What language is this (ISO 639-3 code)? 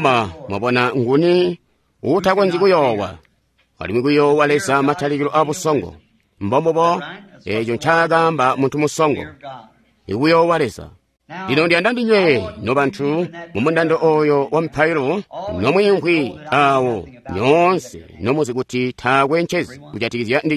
toi